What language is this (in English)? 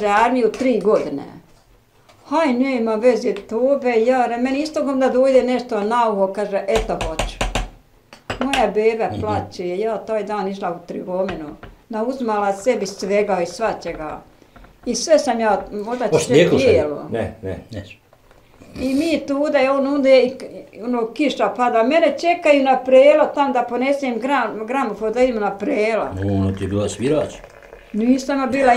Bosnian